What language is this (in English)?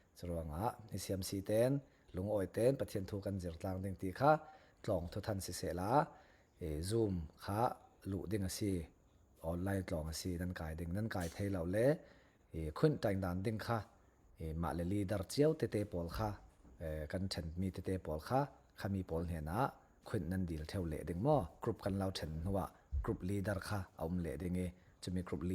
Falam Chin